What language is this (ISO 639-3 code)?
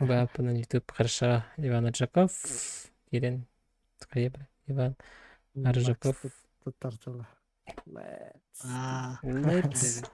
sah